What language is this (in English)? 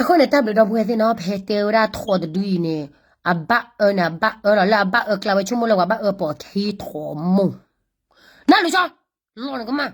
S'gaw Karen